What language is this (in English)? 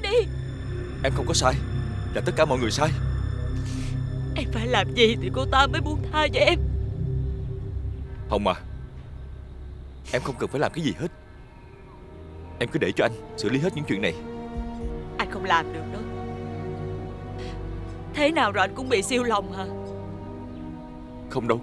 Vietnamese